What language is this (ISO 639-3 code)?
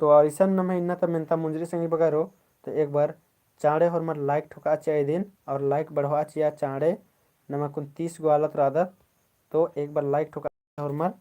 kru